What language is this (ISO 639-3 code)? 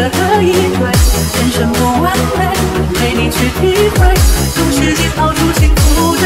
zho